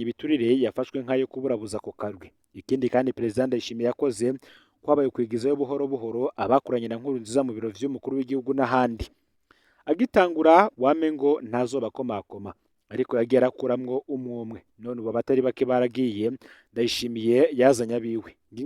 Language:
Rundi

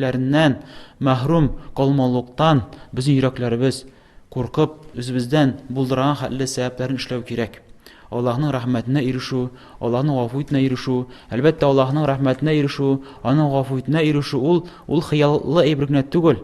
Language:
Tatar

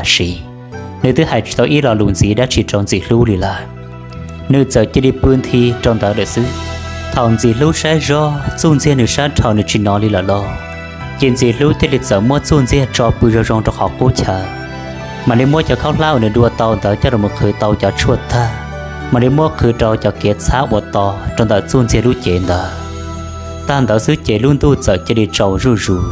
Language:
Hmong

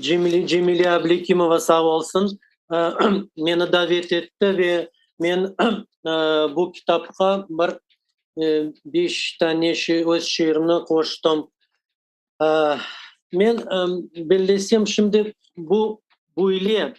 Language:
Crimean Tatar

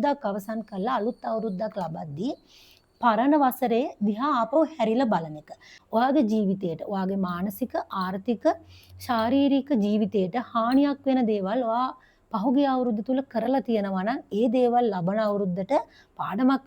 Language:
Sinhala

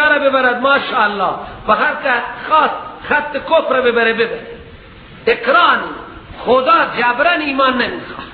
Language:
Persian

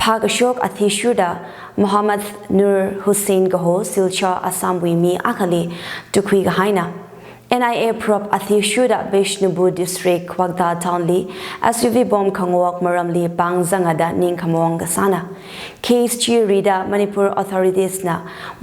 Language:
Tangkhul Naga (India)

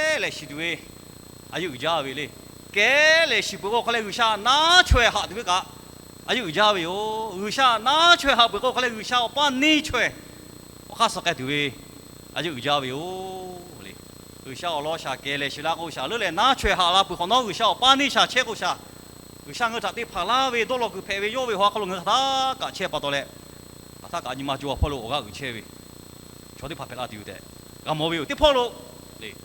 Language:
Lahu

